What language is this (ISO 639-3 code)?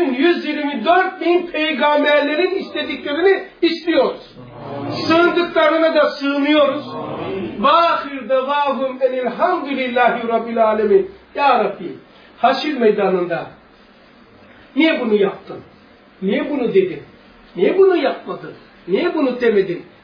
tur